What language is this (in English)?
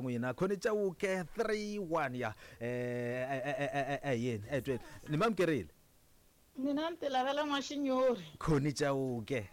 Tsonga